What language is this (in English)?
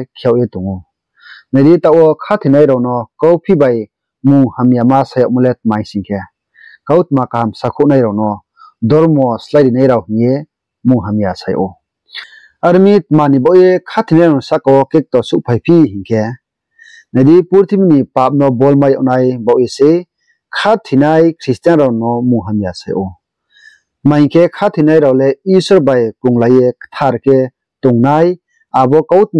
Riang (India)